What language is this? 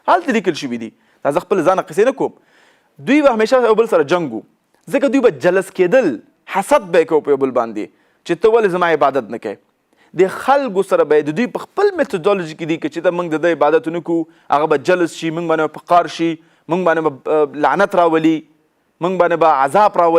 Pashto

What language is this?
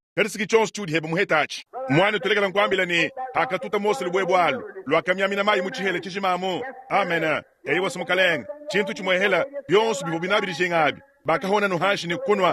Luba-Lulua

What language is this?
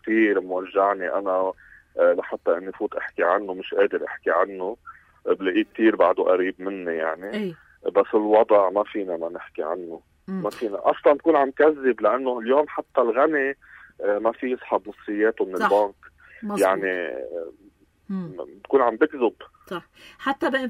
North Levantine Arabic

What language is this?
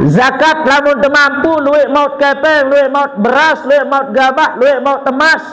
Sasak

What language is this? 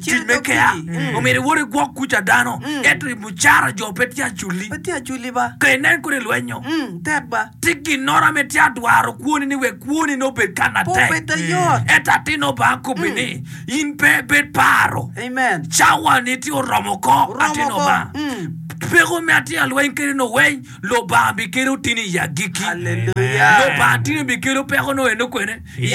Acoli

